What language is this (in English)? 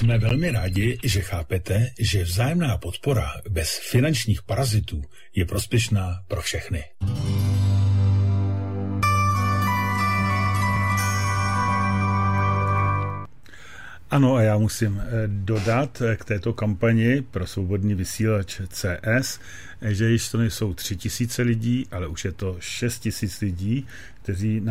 Czech